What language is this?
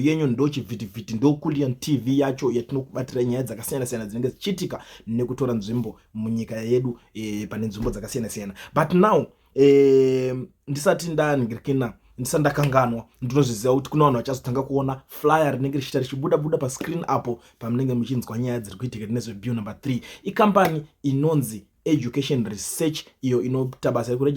Shona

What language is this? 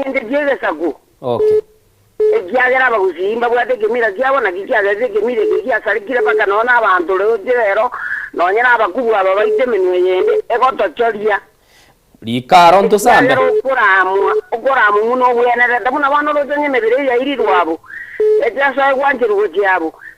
Gusii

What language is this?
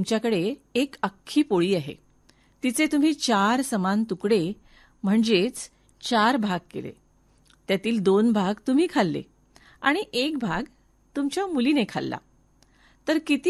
Marathi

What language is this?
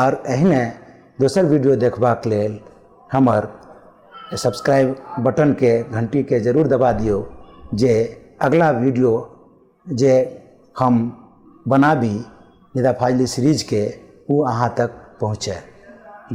Maithili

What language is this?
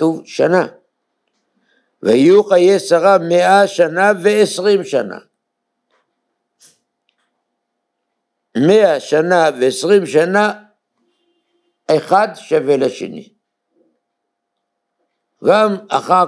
Hebrew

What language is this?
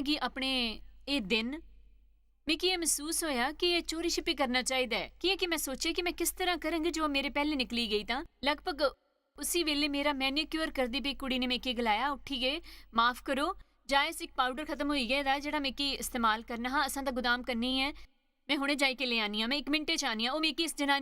Dogri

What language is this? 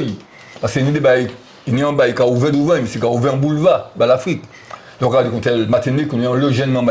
Guadeloupean Creole French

